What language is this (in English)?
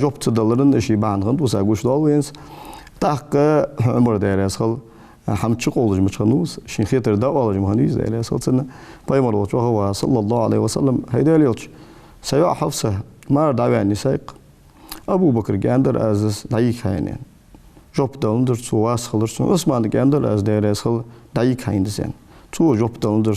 Ingush